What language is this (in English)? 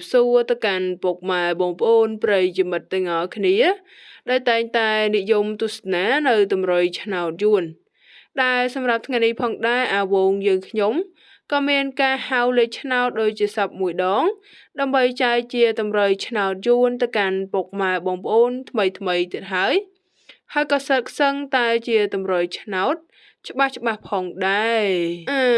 Khmer